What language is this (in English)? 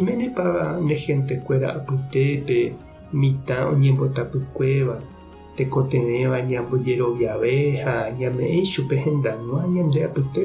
Guarani